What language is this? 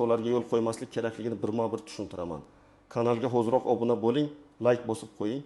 Uzbek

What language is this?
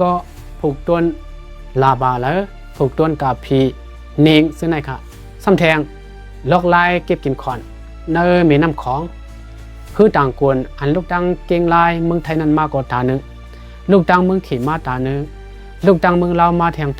Shan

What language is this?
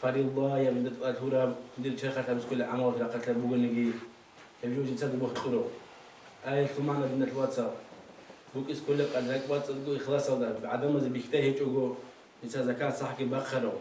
Avaric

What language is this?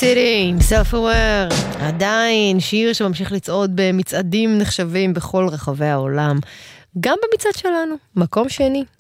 Hebrew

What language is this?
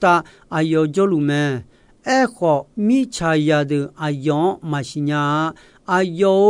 Akha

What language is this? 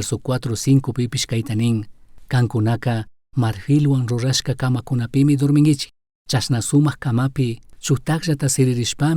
Chimborazo Highland Quichua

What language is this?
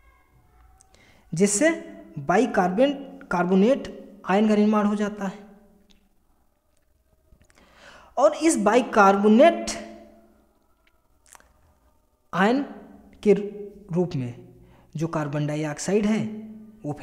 Hindi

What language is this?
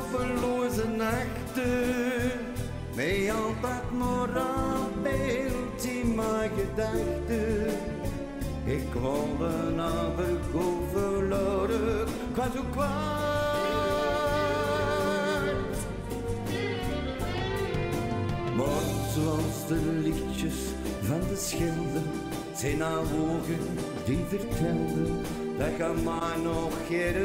Dutch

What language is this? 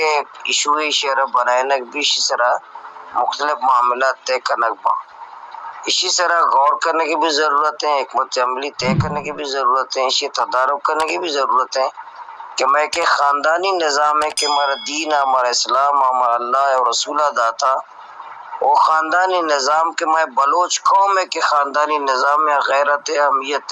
Baluchi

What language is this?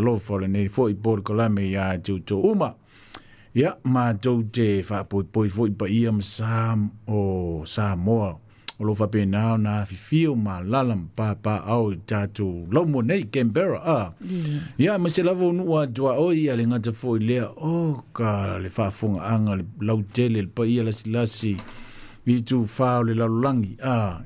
Samoan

